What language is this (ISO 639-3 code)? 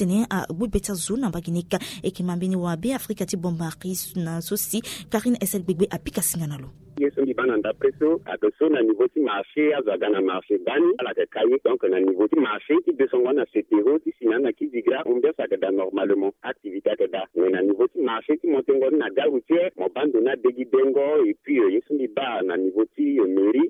sag